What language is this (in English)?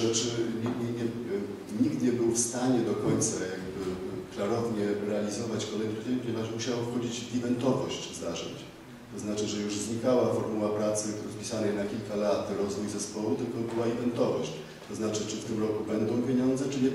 Polish